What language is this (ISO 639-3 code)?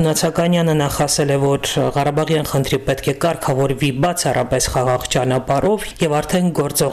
hye